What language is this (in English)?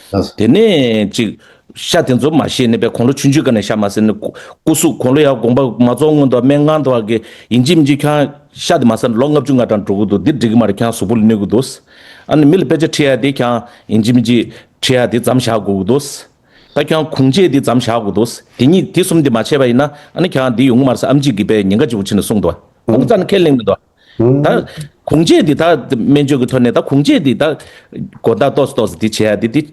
Tibetan